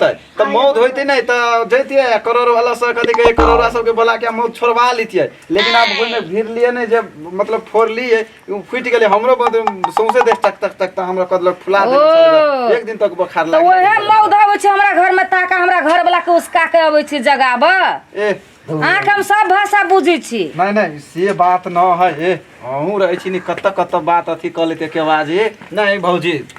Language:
Maithili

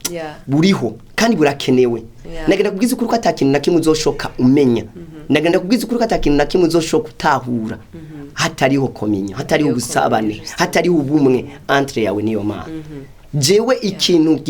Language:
Rundi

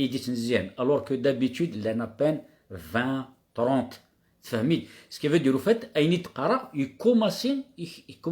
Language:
Kabyle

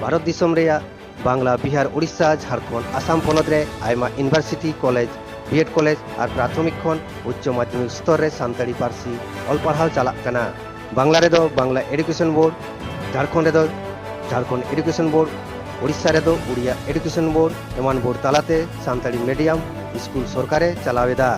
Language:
Santali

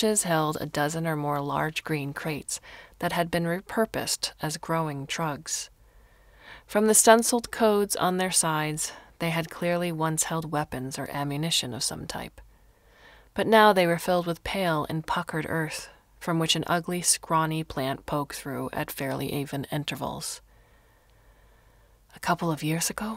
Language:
English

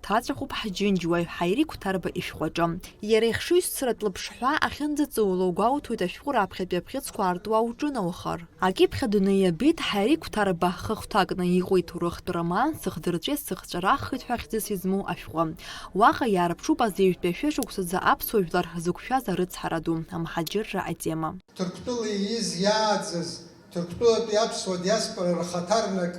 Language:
Abkhazian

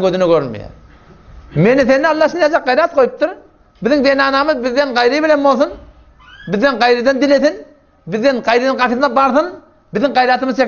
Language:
Turkmen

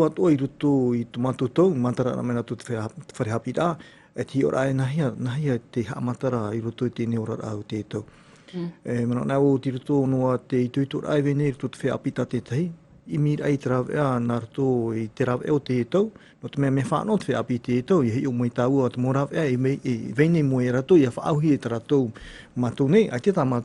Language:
Tahitian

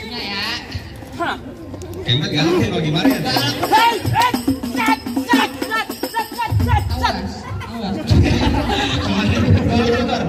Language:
Betawi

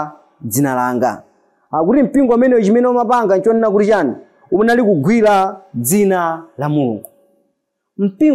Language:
Nyanja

